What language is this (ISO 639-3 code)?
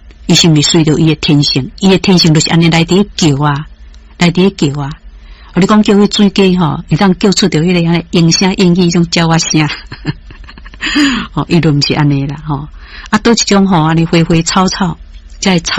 nan